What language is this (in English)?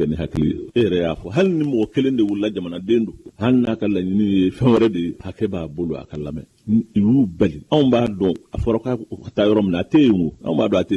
Bambara